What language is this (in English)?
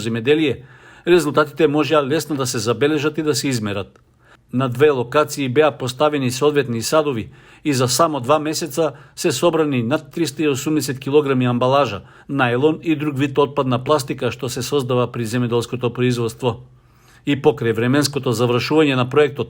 Macedonian